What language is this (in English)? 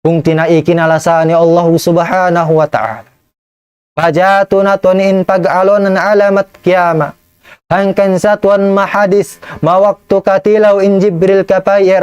Tausug